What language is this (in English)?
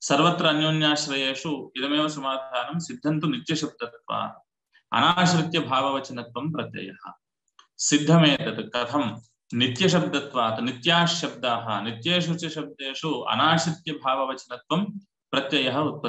Sanskrit